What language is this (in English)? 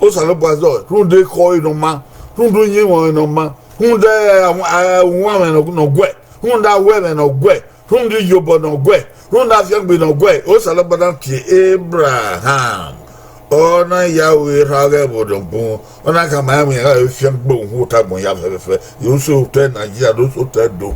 Bini